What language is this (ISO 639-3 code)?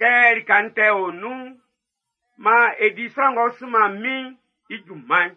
bci